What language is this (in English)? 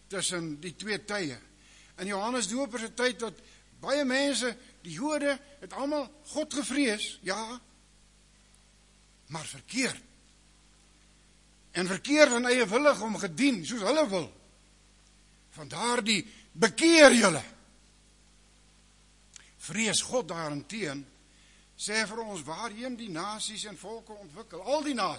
Afrikaans